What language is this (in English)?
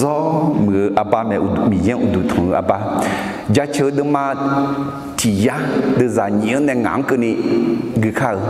Akha